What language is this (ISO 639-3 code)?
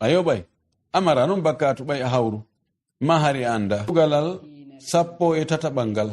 ful